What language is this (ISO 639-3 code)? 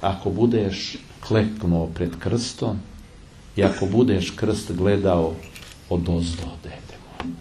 srp